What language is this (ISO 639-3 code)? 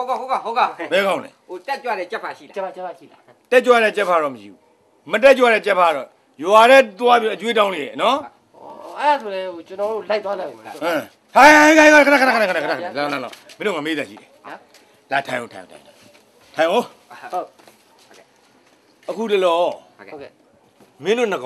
mya